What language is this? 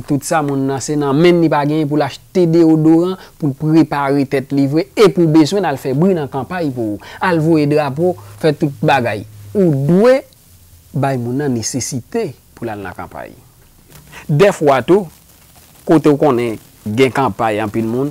Haitian Creole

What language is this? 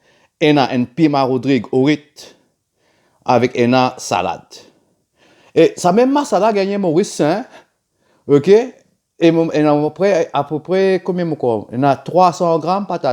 Morisyen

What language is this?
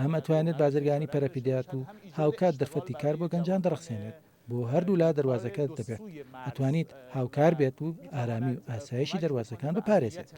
Central Kurdish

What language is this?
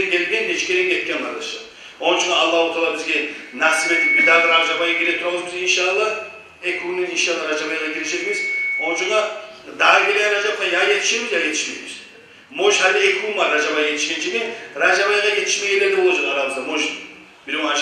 Kumyk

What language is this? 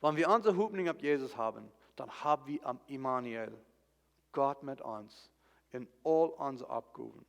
Plautdietsch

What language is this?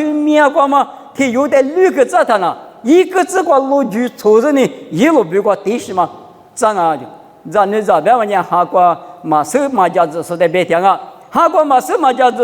Lisu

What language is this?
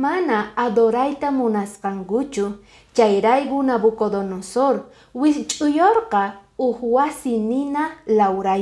Quechua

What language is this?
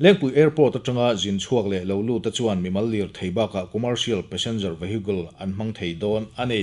Mizo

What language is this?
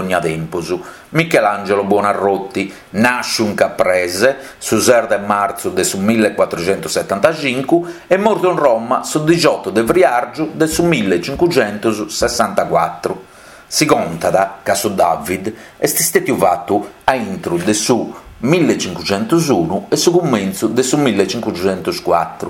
Sardinian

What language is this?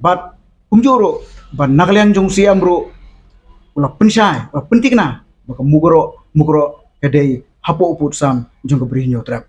Khasi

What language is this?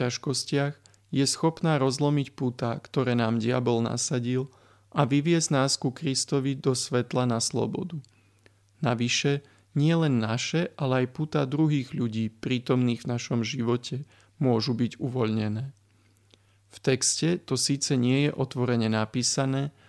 Slovak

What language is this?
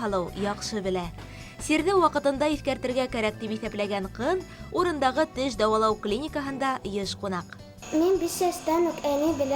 Bashkir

